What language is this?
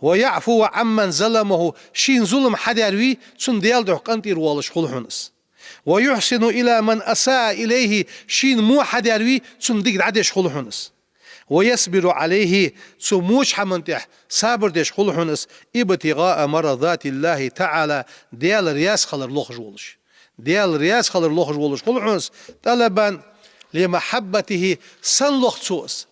Ingush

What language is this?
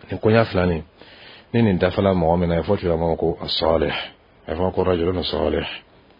Dyula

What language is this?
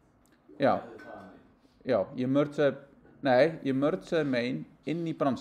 Icelandic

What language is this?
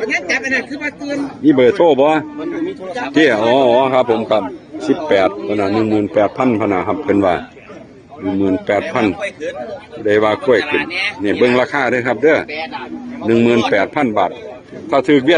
Northeastern Thai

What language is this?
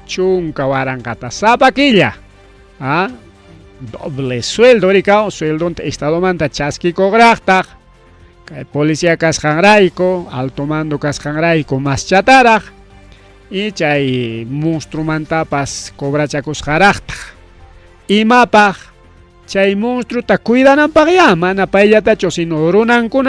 Ayacucho Quechua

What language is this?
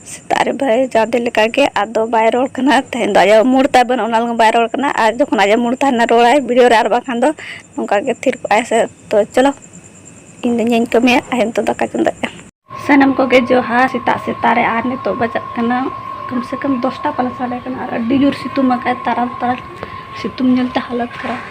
Santali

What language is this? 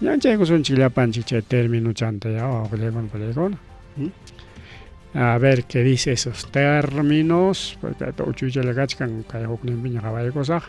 Ayacucho Quechua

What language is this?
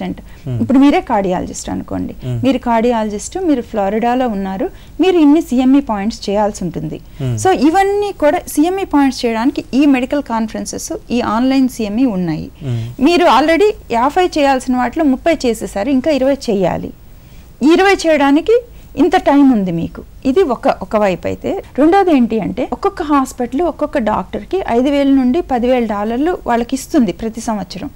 Telugu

